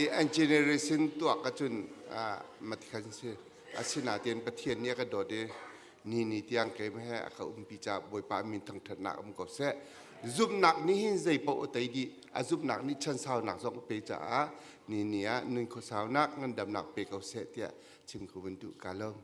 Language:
Hakha Chin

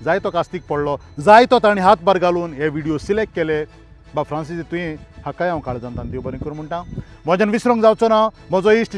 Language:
Konkani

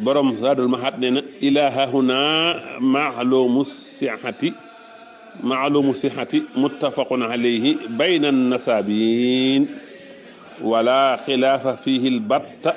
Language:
Wolof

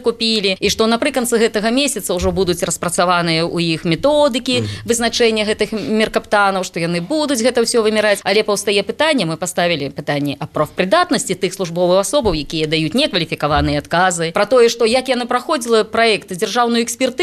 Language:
Belarusian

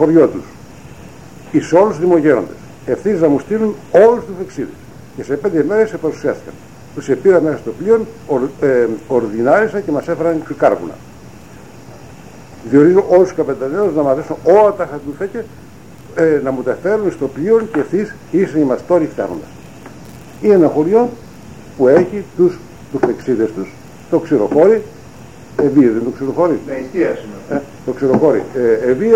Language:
Greek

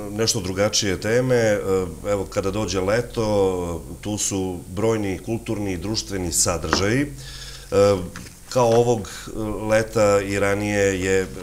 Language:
Serbian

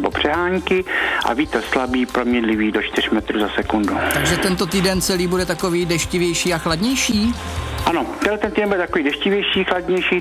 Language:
Czech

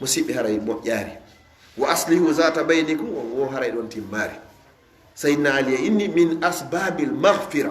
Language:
Fula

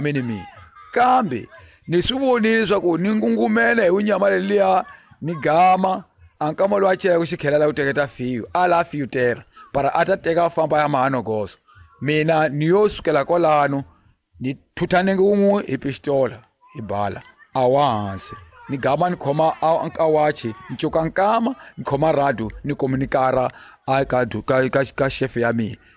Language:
Tsonga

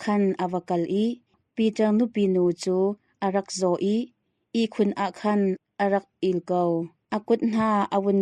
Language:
Hakha Chin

